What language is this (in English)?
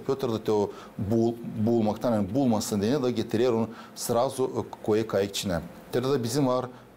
Gagauz